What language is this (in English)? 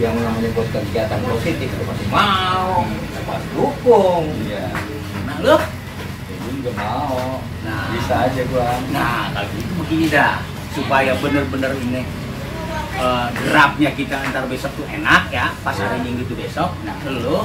Betawi